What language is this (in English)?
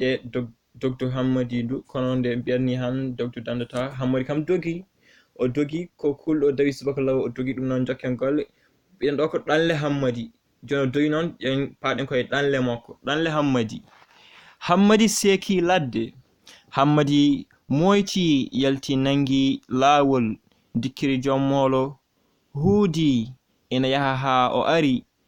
Fula